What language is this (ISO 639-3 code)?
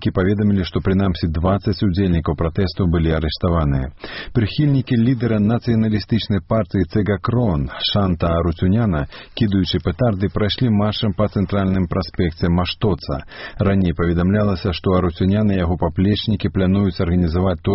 bel